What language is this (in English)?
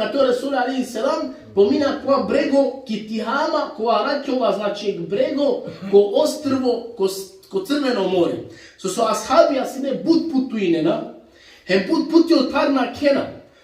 Balkan Romani